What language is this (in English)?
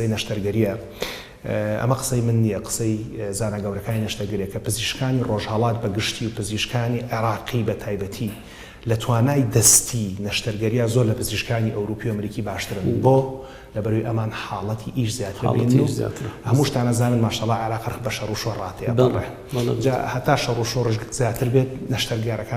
Central Kurdish